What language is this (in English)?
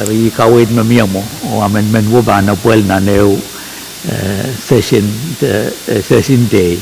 Pohnpeian